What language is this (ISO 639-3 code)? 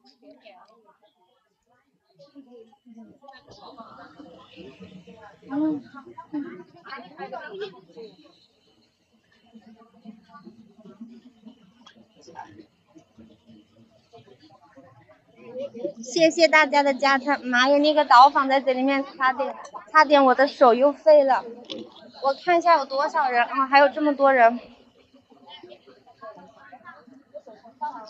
zho